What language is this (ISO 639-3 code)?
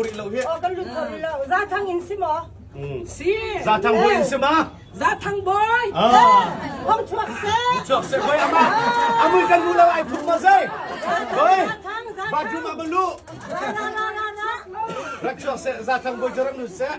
cnh